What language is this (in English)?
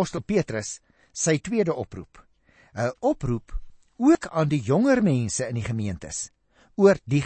Afrikaans